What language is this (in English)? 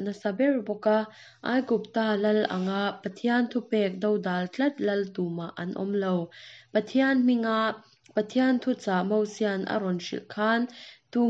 Mizo